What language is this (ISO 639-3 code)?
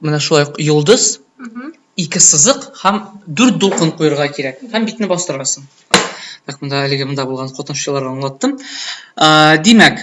tat